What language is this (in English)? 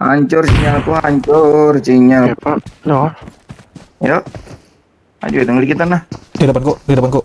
Banjar